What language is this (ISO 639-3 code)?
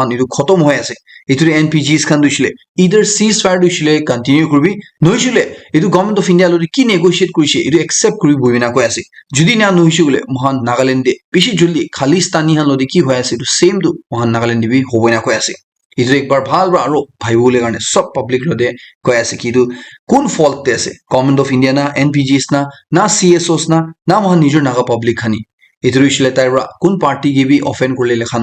nag